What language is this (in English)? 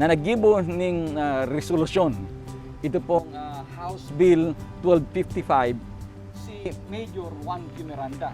Bikol